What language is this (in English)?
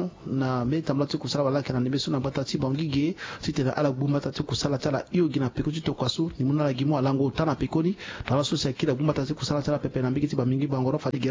Sango